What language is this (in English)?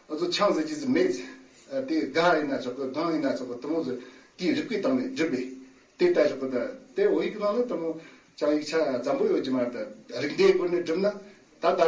Tibetan